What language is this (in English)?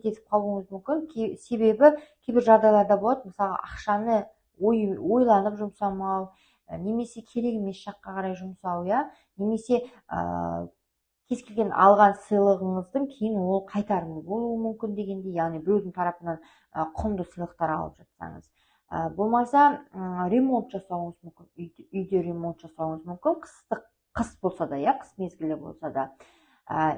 Kazakh